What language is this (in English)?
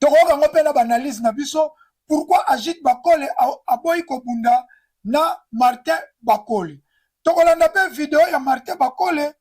Lingala